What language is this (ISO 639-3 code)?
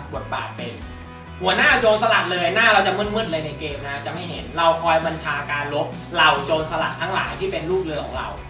tha